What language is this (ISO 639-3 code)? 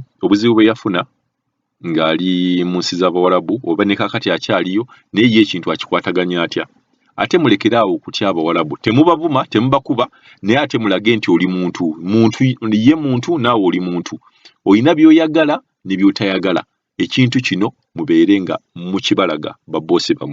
lug